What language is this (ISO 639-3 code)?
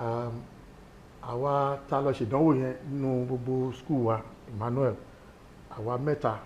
yor